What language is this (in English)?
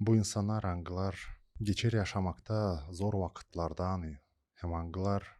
Gagauz